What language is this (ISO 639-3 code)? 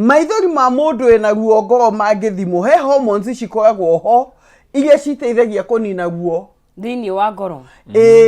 kik